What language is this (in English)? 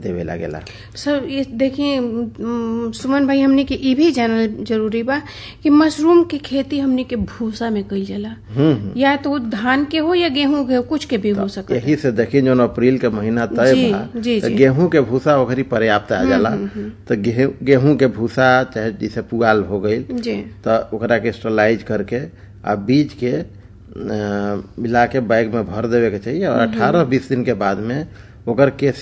Bhojpuri